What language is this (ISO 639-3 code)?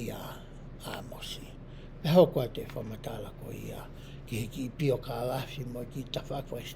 ton